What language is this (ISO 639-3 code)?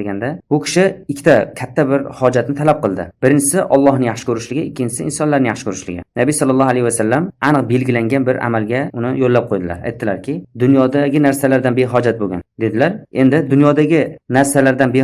uzb